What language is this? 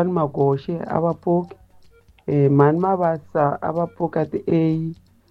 Tsonga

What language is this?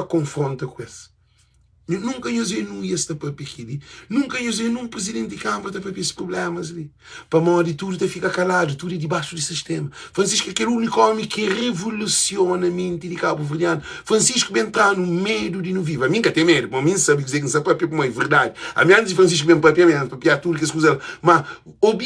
Kabuverdianu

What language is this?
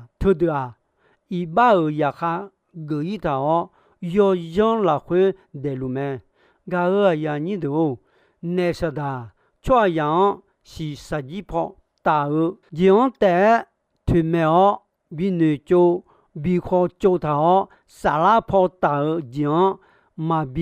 Akha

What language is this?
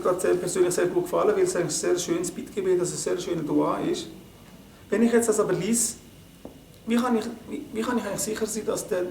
Swiss German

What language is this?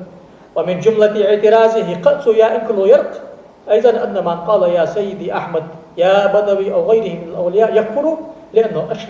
Ingush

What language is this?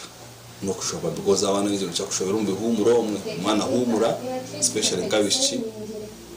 Nyankole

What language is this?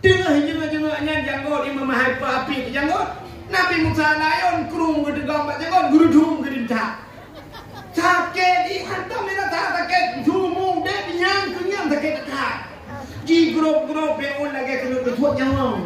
Achinese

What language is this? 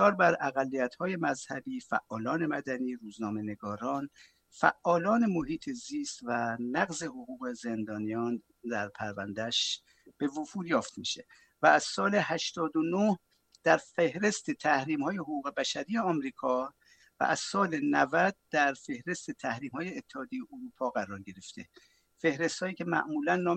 Persian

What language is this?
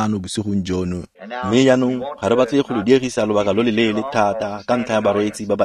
Tswana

